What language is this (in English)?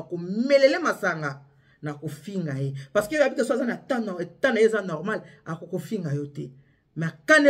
Lingala